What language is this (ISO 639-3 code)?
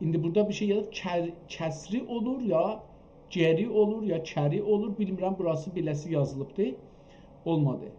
azb